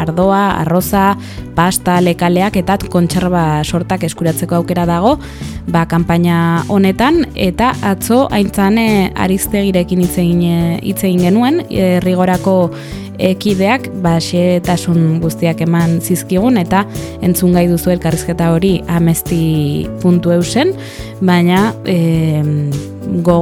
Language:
Basque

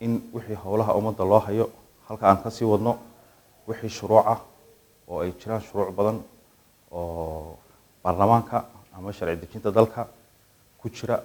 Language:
Somali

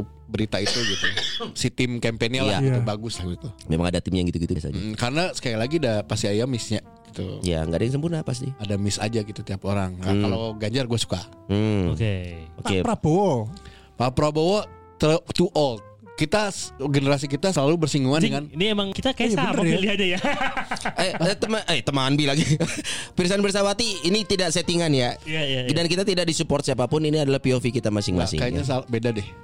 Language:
Indonesian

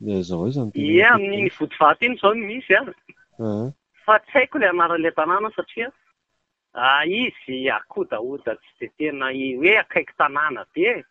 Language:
Malagasy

